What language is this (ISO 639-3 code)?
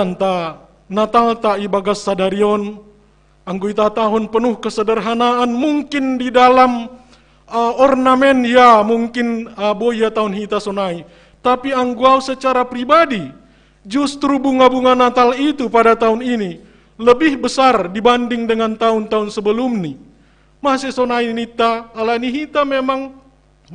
bts